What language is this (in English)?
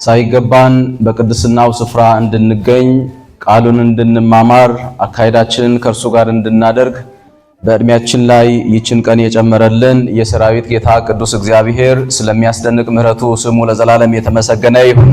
Amharic